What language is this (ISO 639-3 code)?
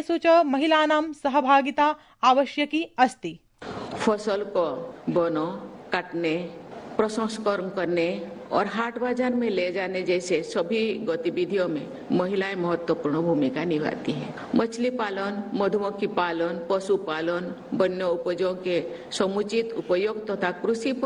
san